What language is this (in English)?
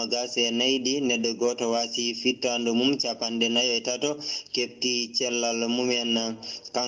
Fula